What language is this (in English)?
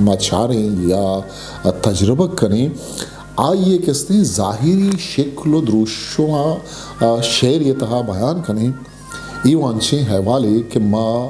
Eastern Balochi